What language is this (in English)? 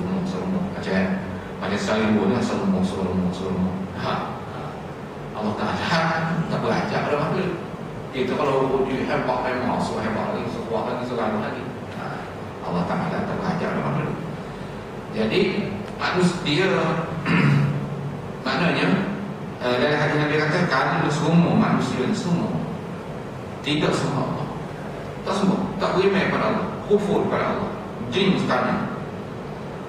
Malay